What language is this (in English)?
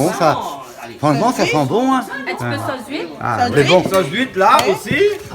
Réunion Creole French